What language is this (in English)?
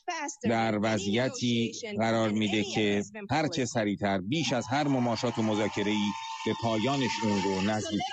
Persian